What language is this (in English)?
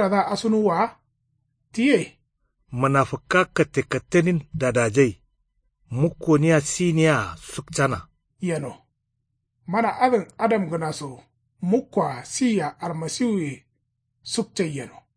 Kanuri